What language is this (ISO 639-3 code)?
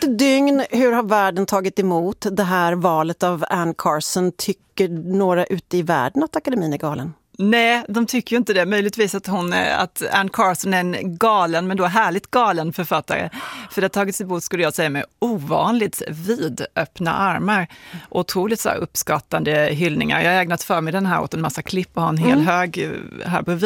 swe